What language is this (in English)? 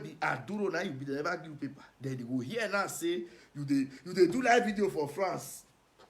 Nigerian Pidgin